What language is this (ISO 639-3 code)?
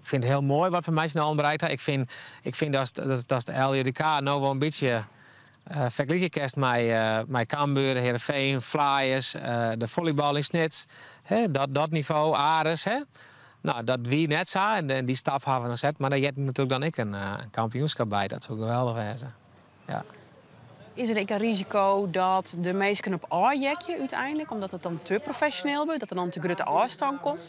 fry